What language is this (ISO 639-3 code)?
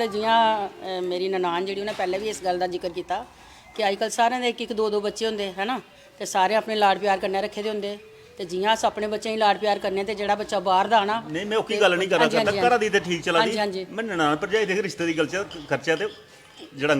doi